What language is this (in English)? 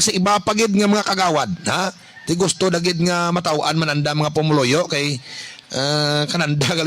Hiligaynon